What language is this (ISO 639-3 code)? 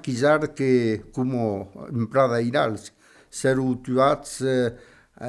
oci